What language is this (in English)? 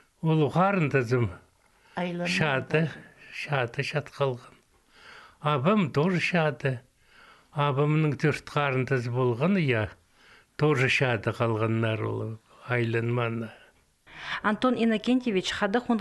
Khakas